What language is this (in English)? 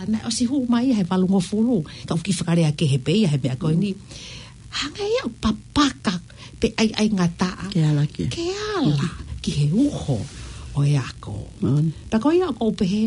Tongan